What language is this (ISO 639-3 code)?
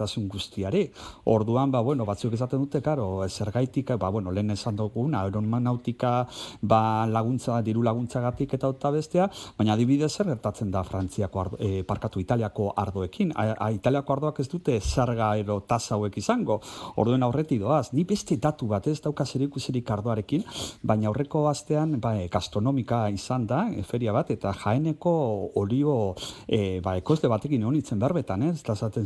eus